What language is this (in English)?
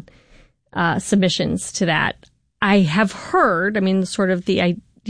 English